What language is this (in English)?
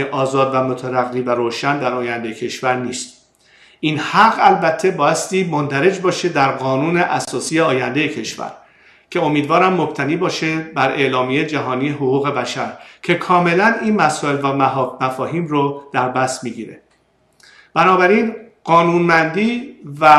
Persian